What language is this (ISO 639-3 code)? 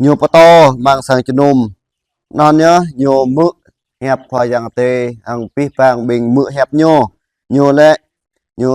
jra